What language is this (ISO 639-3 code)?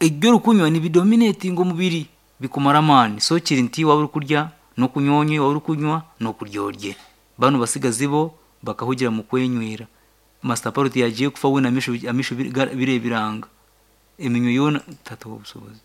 nyn